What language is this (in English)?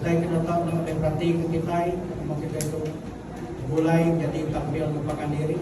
Iban